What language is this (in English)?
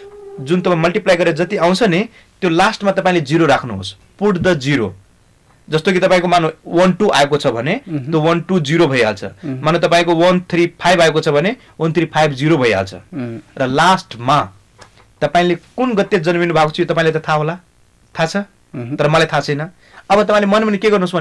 Nepali